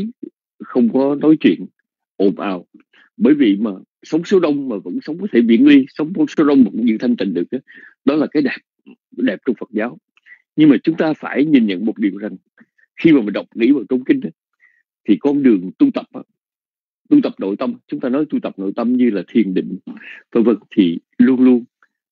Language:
Vietnamese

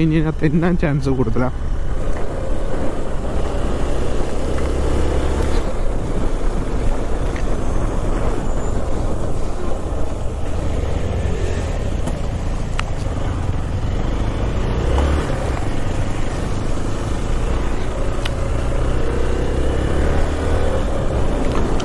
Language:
Malayalam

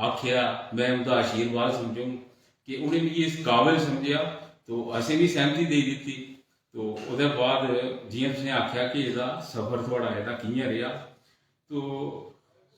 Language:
Dogri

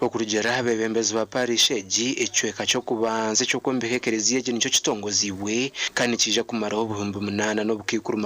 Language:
Nyankole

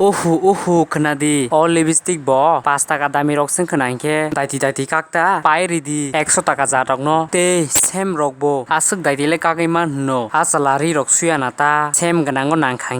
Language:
Kok Borok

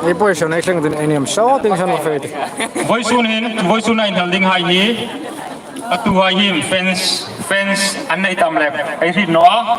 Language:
Hmar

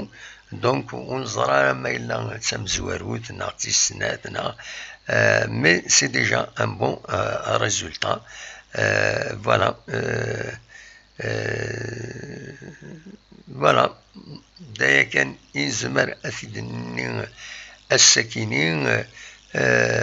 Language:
Kabyle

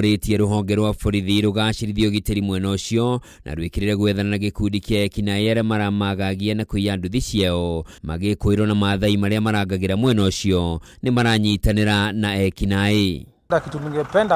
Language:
Kikuyu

